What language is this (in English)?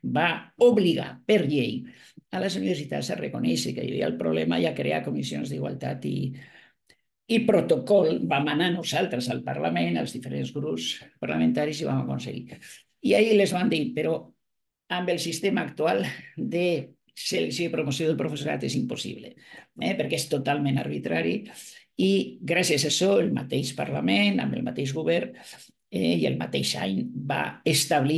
Catalan